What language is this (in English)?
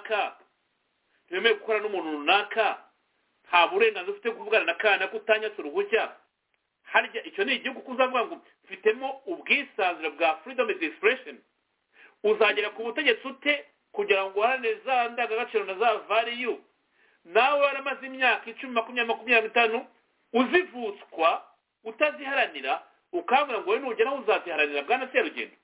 Kinyarwanda